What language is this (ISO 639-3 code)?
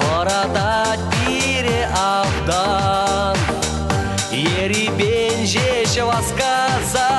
chv